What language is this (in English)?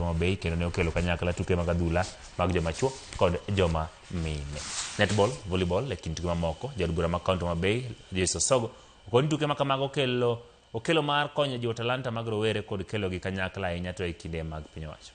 Luo (Kenya and Tanzania)